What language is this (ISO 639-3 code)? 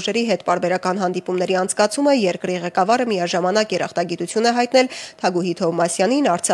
hye